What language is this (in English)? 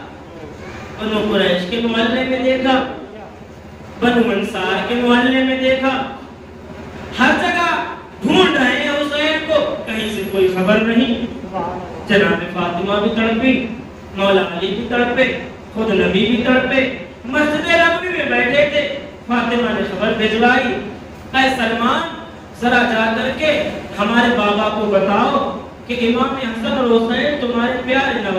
Urdu